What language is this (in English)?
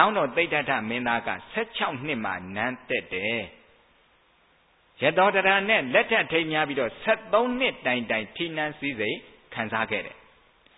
Burmese